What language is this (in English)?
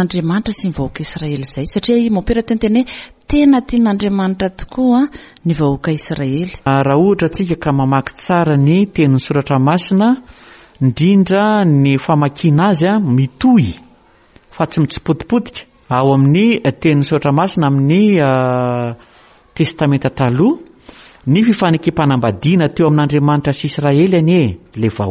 Malagasy